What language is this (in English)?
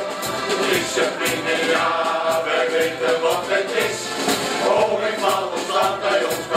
Dutch